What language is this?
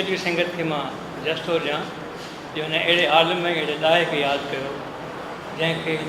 Sindhi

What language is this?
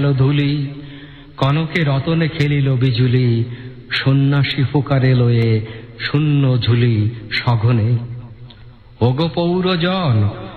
Bangla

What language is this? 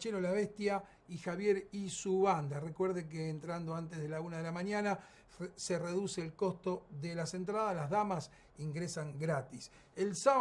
Spanish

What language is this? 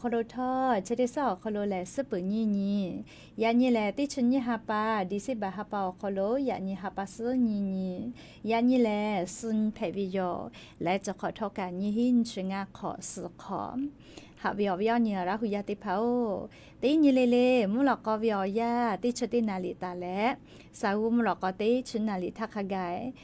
Lahu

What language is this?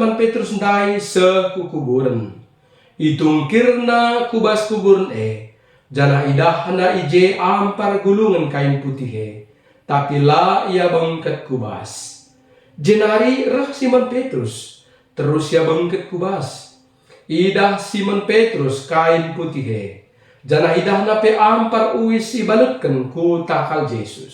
Batak Karo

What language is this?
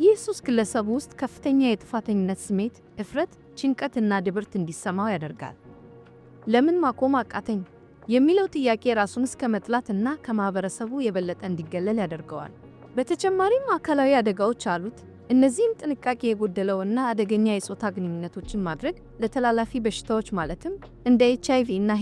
Amharic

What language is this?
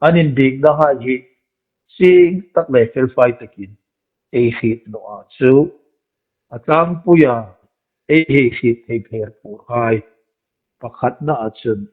Hmar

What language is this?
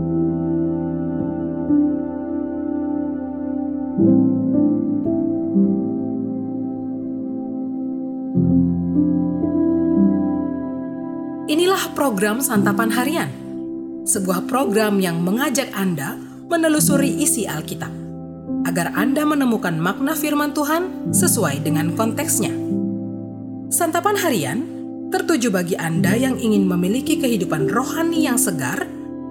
Indonesian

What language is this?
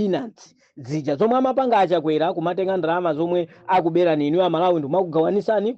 Nyanja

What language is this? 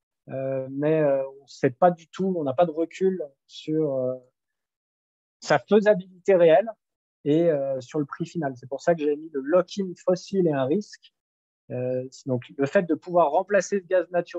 French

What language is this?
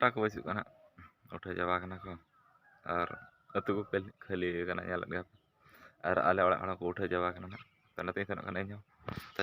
Santali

